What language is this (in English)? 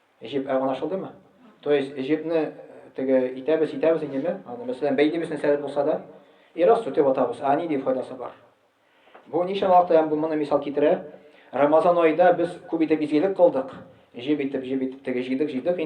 Tatar